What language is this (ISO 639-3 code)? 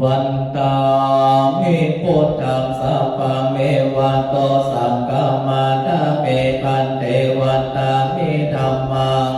pli